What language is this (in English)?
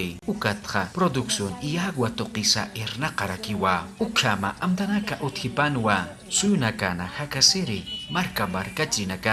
Aymara